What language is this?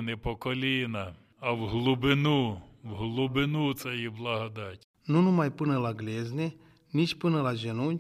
Romanian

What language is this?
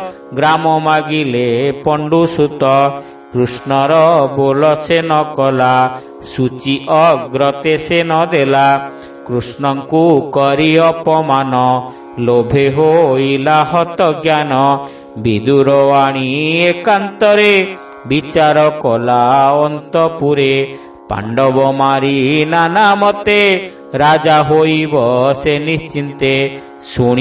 Odia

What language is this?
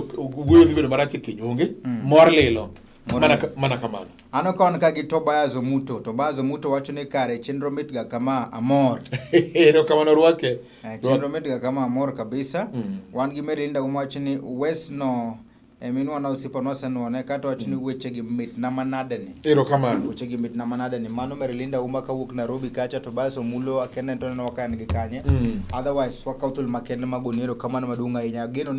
Luo (Kenya and Tanzania)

